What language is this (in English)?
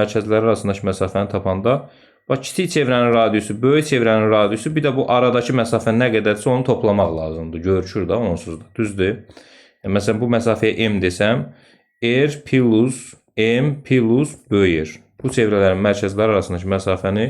Azerbaijani